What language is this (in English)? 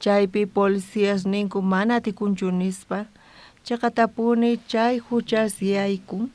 South Bolivian Quechua